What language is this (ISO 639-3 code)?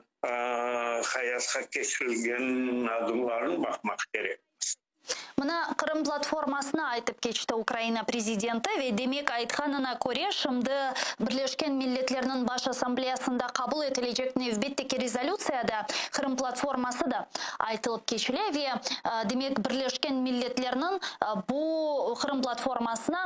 crh